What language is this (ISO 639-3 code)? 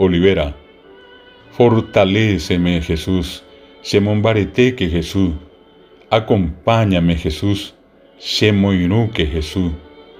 grn